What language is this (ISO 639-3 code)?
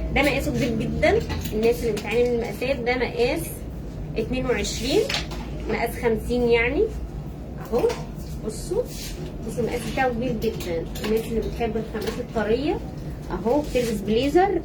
arz